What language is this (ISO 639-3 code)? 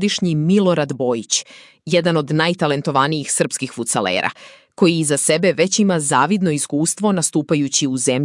srp